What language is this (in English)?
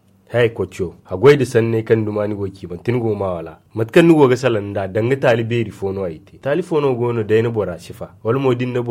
Zarma